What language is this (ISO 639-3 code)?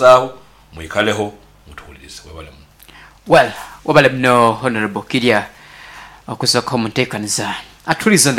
nyo